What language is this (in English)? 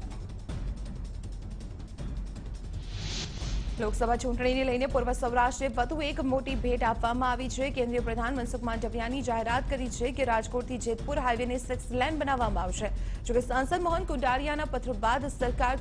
Gujarati